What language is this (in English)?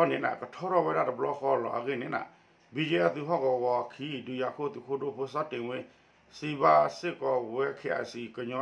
S'gaw Karen